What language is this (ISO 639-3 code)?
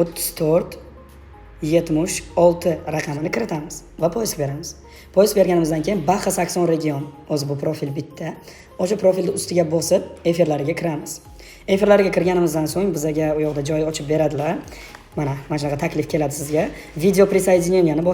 uzb